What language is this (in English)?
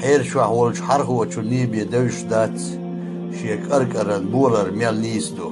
Chechen